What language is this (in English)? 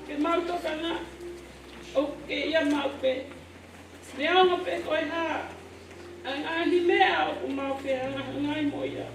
Tongan